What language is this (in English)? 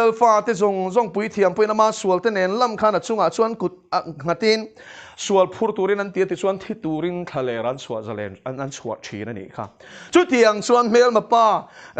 Mizo